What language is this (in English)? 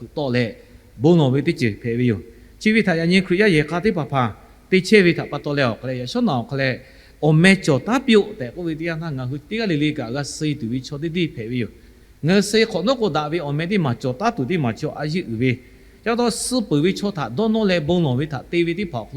Lahu